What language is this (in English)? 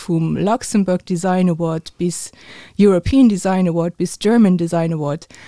Luxembourgish